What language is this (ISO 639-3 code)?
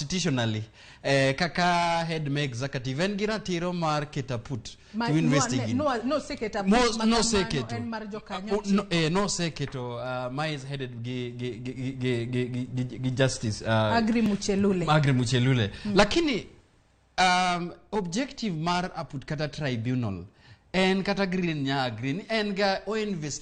luo